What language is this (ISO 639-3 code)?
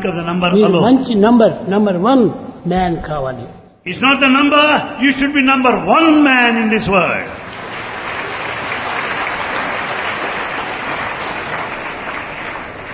tel